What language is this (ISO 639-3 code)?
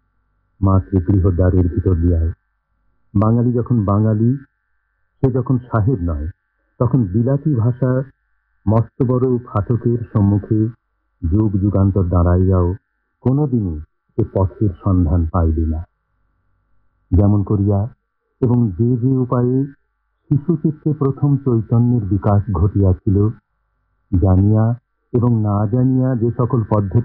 ben